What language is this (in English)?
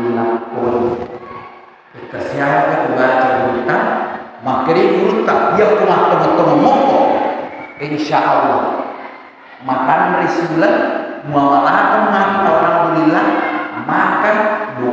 Buginese